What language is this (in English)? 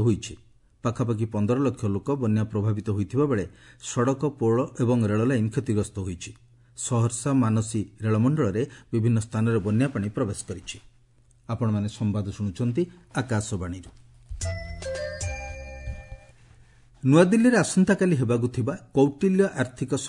Odia